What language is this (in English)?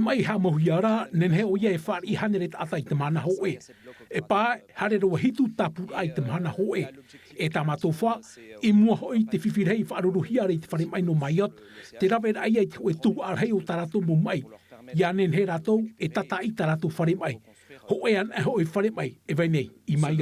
Tahitian